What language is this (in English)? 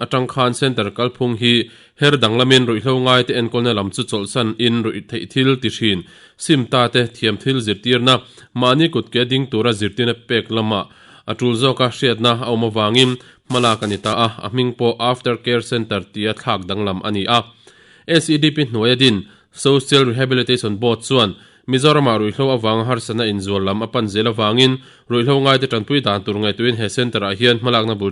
Mizo